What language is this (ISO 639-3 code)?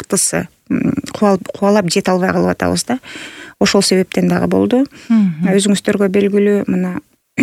kir